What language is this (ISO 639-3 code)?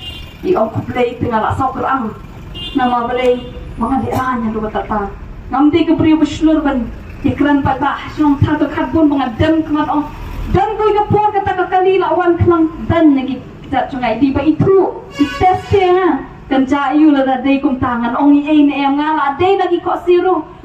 kha